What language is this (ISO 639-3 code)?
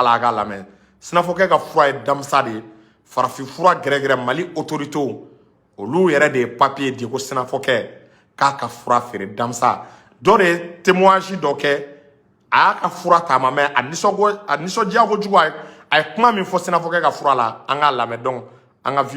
bam